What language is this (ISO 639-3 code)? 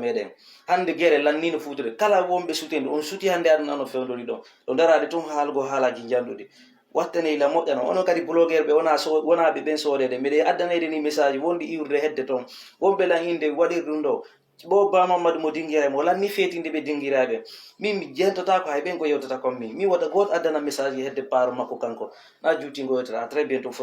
ful